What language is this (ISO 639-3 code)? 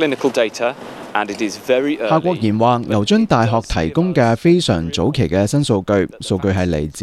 yue